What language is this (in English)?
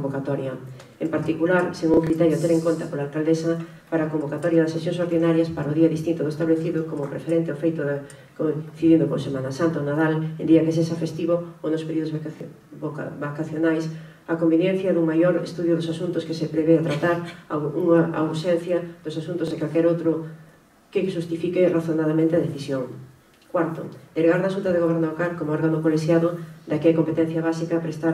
Galician